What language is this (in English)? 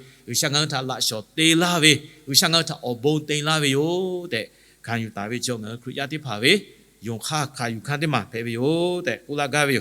Lahu